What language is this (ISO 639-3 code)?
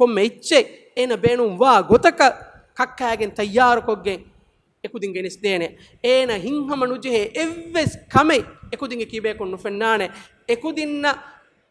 div